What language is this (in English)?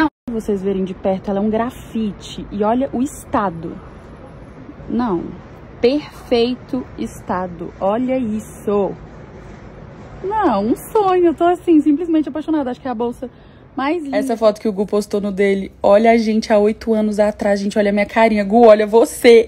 Portuguese